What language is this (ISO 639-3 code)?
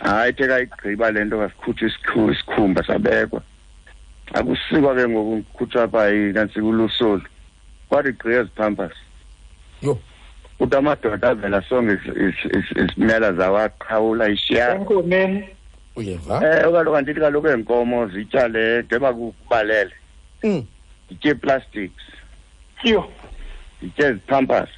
xho